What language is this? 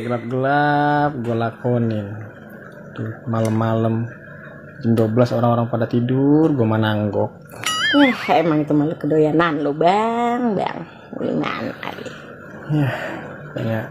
Betawi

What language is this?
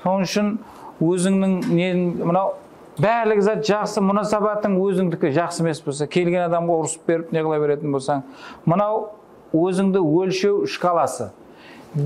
Kara-Kalpak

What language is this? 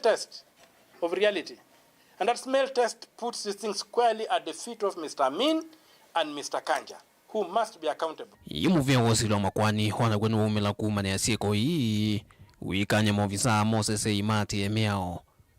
Kamba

